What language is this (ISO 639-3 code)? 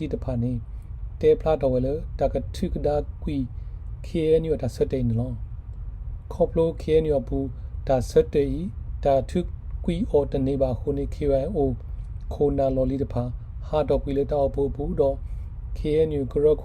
ksw